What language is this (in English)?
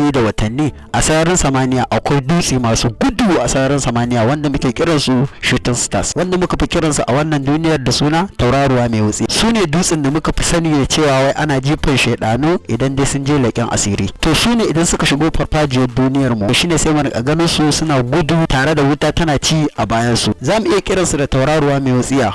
Hausa